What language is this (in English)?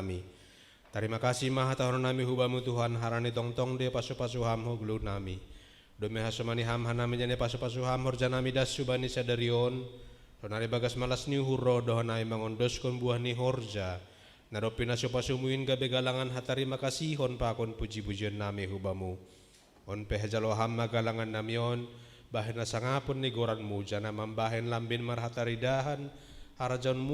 Batak Simalungun